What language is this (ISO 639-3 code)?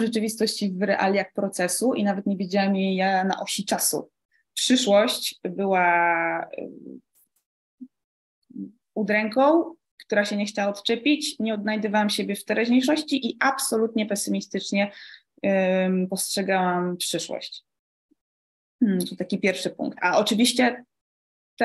pol